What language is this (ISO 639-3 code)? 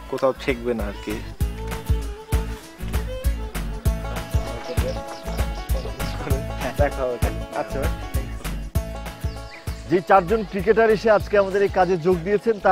ben